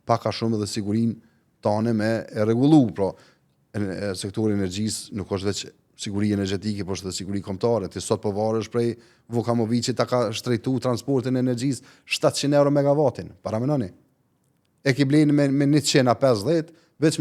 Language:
Albanian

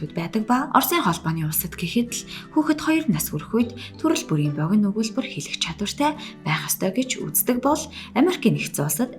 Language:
Mongolian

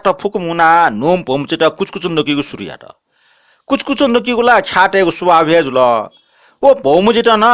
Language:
Newari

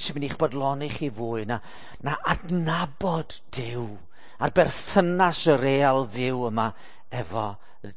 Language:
Welsh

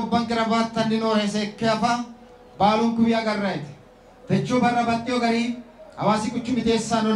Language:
Sidamo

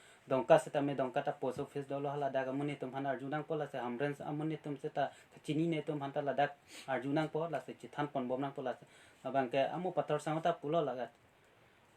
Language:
Karbi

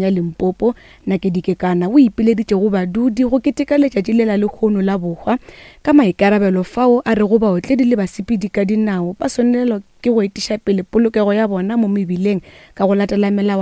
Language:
Northern Sotho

